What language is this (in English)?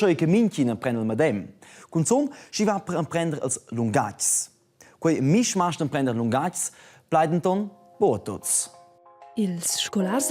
Romansh